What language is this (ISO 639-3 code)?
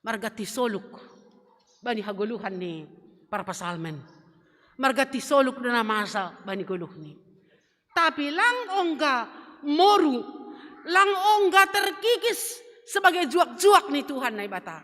bts